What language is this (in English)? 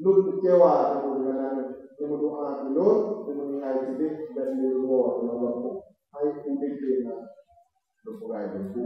Achinese